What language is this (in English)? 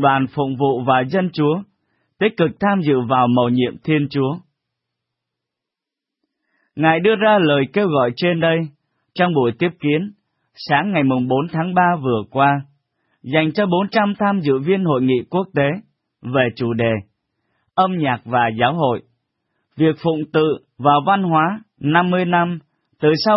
Vietnamese